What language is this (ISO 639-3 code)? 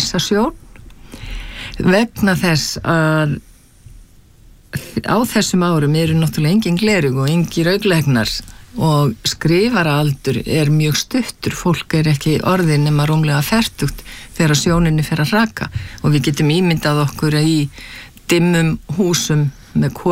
isl